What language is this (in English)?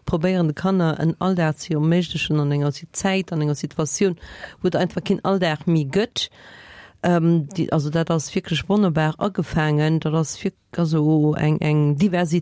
Luxembourgish